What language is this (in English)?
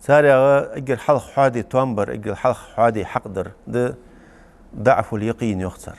Ingush